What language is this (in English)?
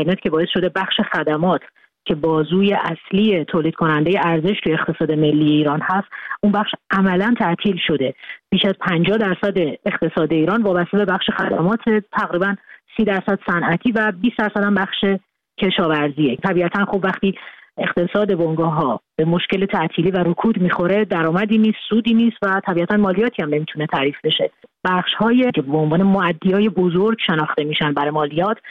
Persian